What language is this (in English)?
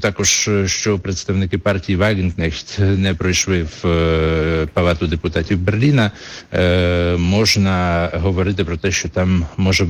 Ukrainian